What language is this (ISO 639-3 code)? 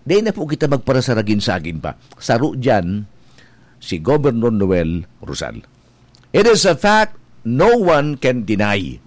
bik